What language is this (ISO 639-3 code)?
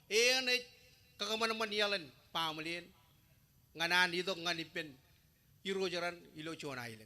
mah